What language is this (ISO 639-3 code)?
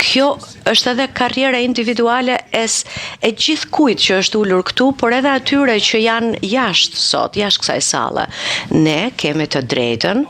sqi